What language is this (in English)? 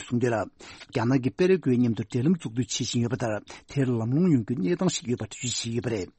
Tibetan